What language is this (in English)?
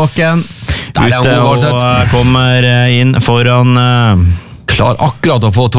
Norwegian